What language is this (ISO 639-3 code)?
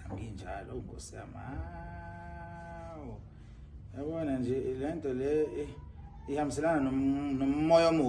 zul